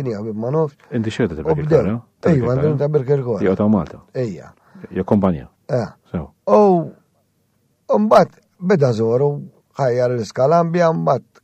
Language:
Maltese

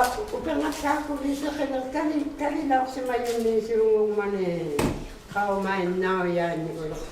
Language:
Inuktitut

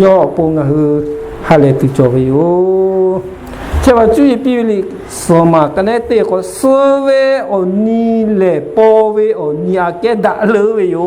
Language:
Lahu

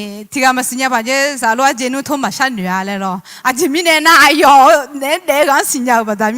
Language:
Akha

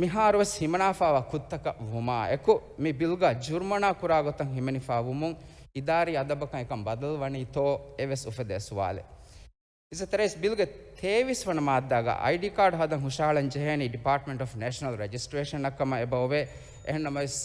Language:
Divehi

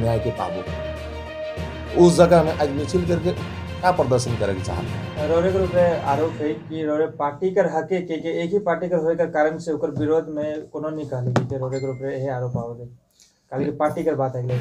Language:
Sadri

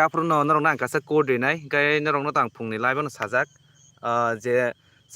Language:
Kok Borok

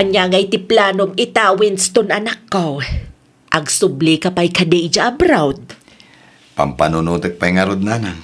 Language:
Iloko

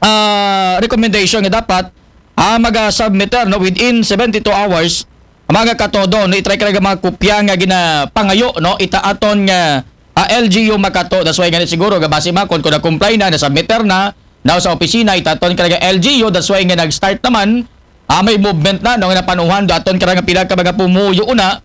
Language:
Aklanon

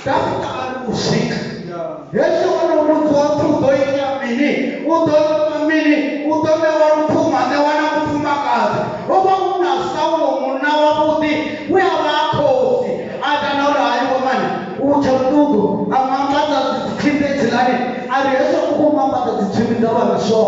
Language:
Venda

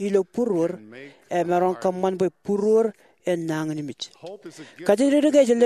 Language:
Marshallese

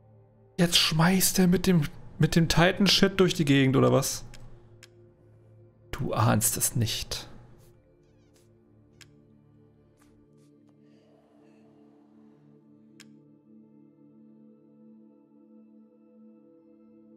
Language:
German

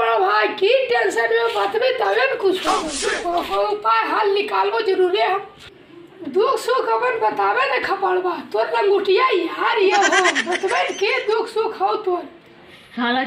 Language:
Magahi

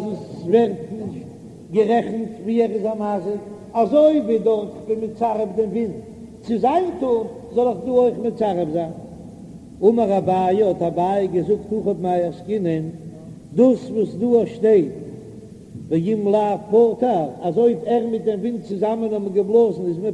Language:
Yiddish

